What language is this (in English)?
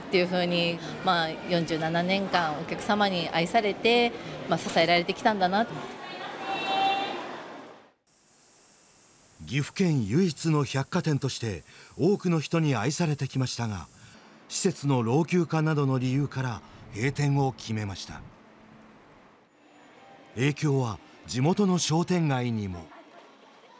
Japanese